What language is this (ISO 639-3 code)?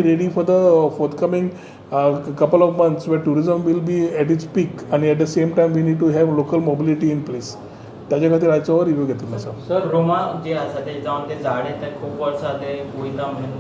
kok